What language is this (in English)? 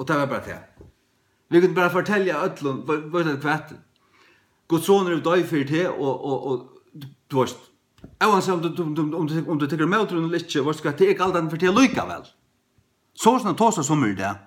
Faroese